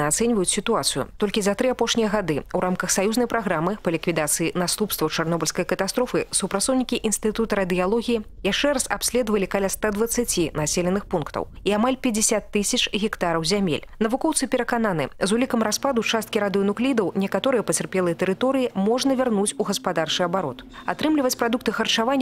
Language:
Belarusian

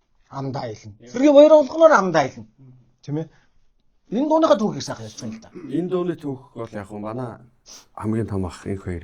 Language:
Mongolian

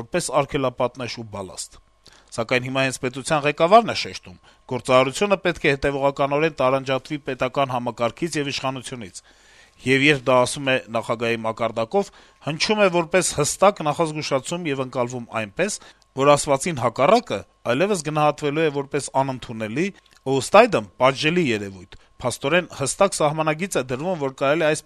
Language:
Armenian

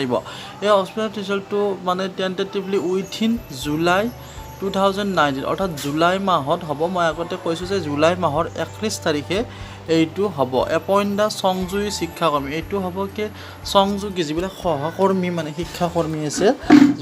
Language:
Assamese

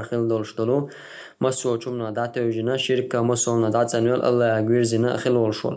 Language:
Chechen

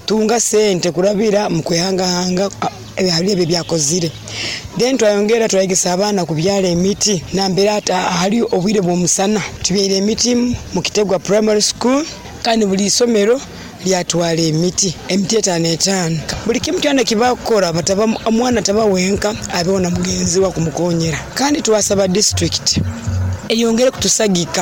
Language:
Nyoro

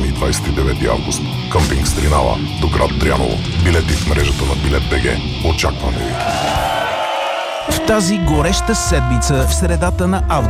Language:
Bulgarian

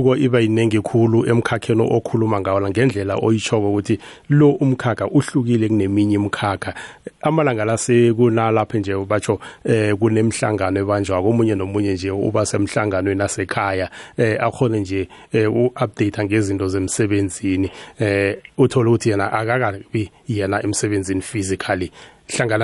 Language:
South Ndebele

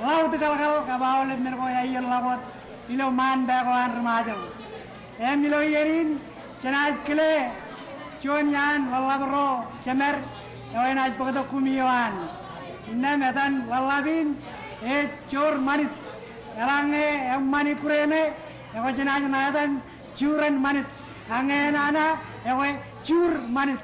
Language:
Marshallese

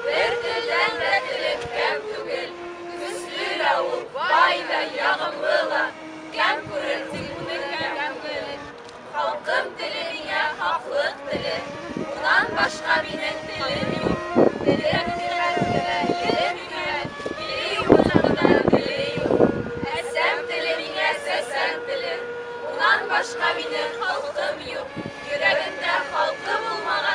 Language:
Bashkir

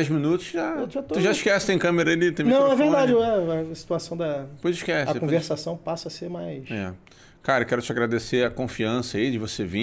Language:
Portuguese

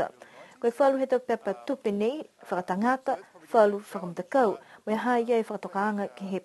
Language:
Niuean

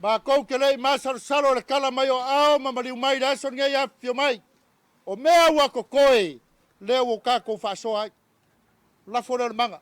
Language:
Samoan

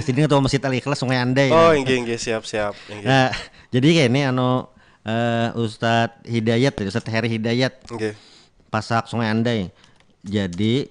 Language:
Banjar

